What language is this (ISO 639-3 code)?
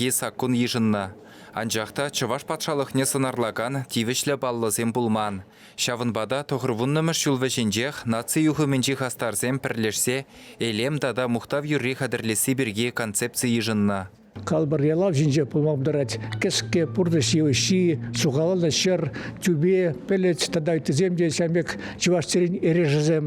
chv